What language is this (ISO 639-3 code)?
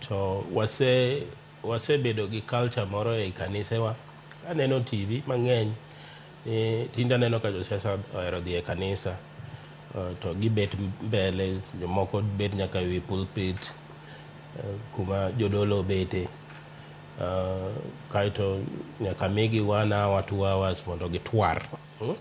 luo